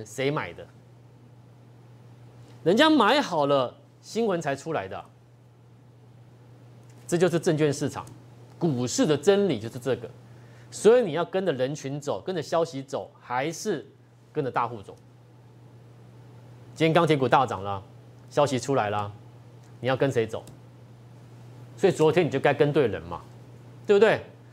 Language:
Chinese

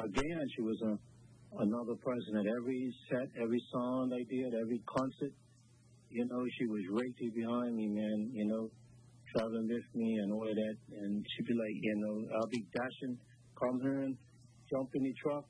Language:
English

